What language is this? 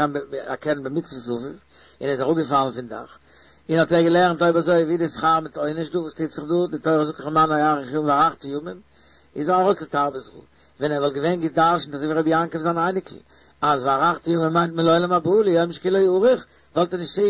Yiddish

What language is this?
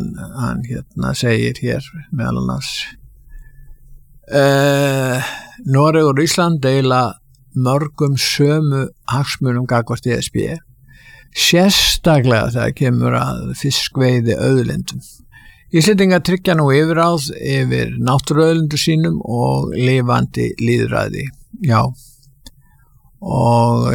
Icelandic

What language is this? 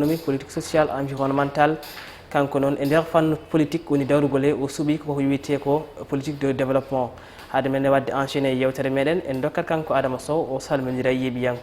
Fula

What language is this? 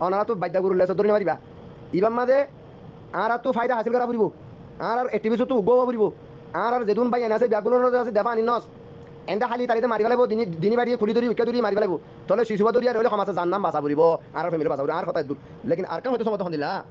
Rohingya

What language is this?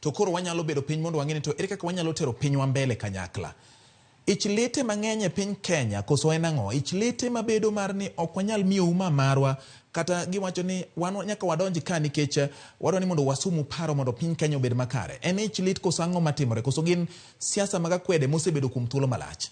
Luo (Kenya and Tanzania)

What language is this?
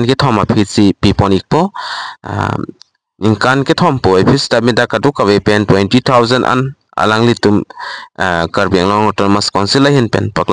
Karbi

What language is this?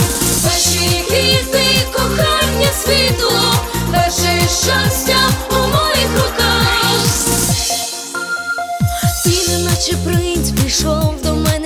Ukrainian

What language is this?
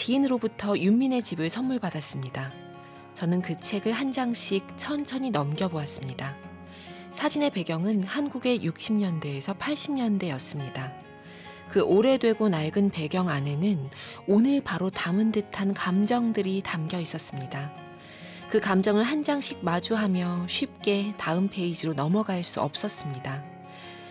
Korean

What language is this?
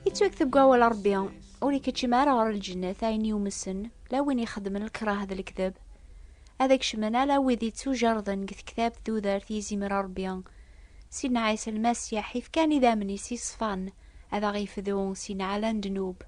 Kabyle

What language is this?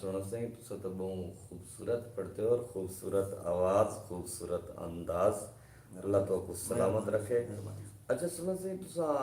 Saraiki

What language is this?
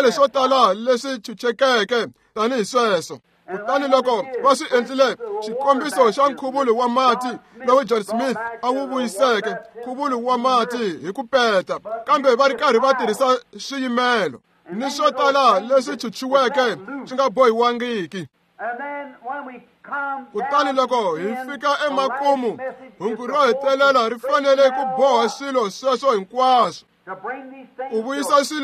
Tsonga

